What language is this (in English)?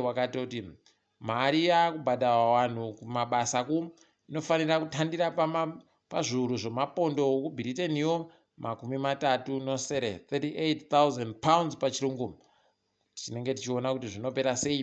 Ndau